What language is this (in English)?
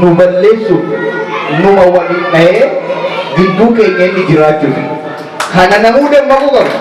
Oromo